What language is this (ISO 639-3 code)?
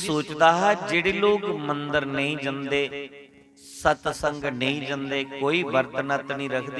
doi